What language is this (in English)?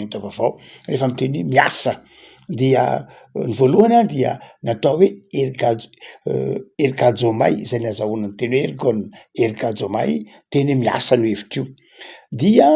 Malagasy